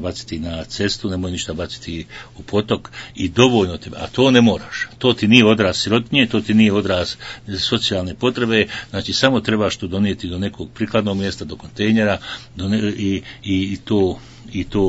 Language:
Bosnian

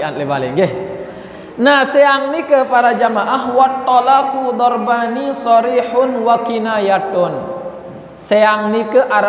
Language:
Sasak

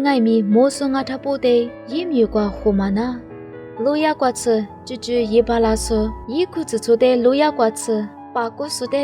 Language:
Lisu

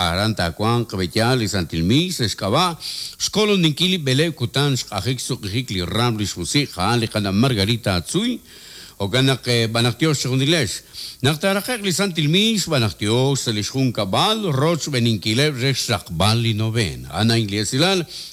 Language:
Kekchí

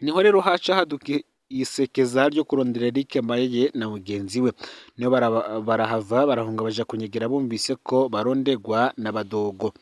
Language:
Rundi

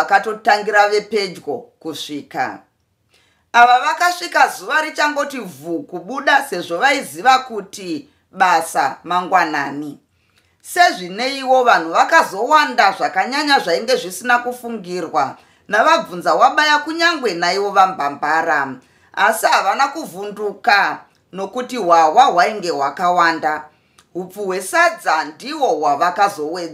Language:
Shona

